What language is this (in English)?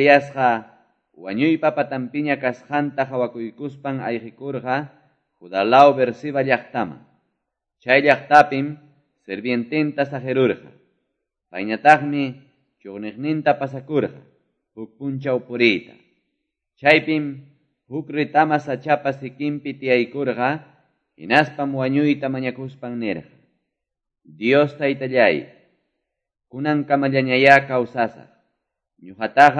Quechua